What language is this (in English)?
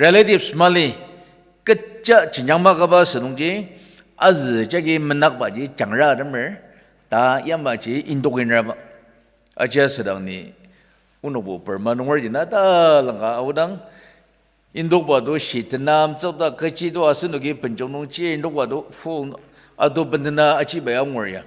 Ao Naga